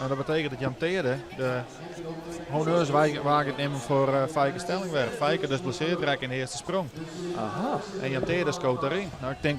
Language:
Western Frisian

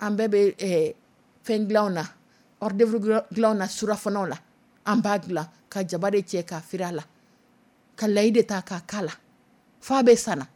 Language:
Dyula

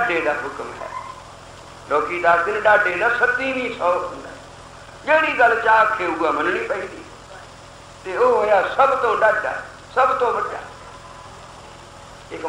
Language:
Punjabi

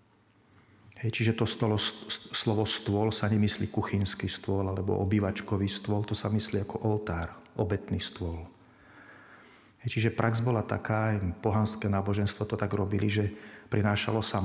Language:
Slovak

